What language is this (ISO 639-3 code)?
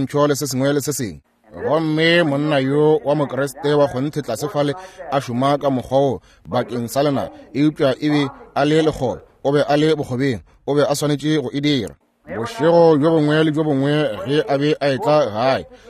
nso